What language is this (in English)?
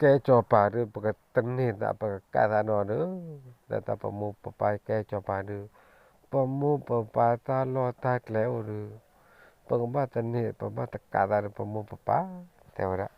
S'gaw Karen